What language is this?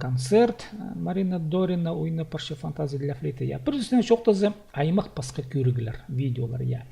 Khakas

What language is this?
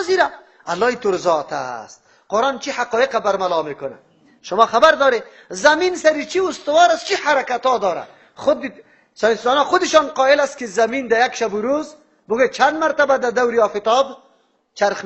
Persian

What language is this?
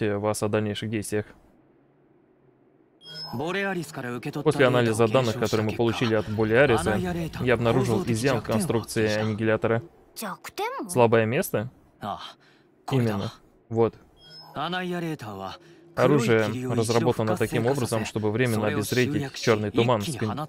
Russian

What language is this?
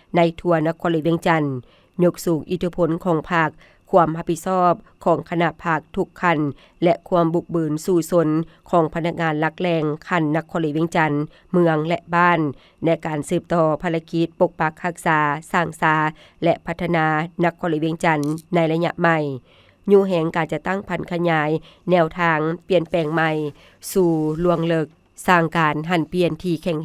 Lao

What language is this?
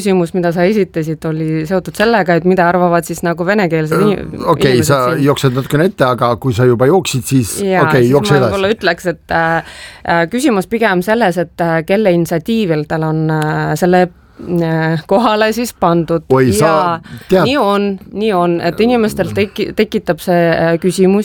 Estonian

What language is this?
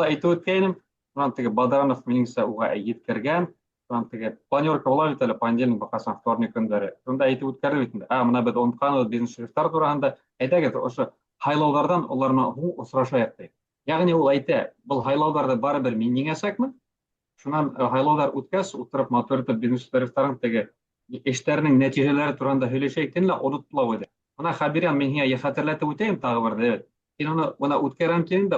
Bashkir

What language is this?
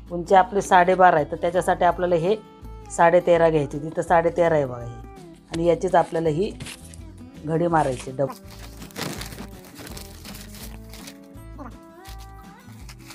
Marathi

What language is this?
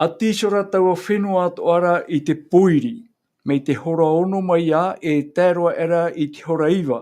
Tahitian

